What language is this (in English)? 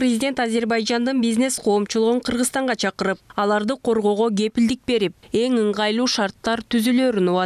Kyrgyz